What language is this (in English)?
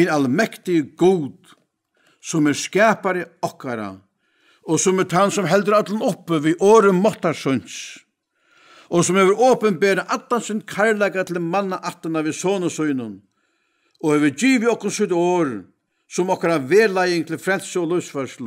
Faroese